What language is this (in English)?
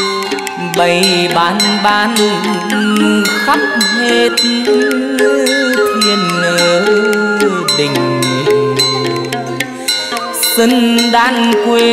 Vietnamese